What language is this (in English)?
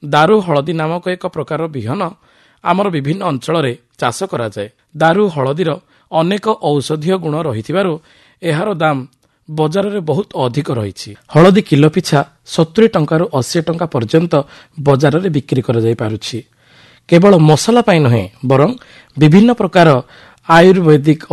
Odia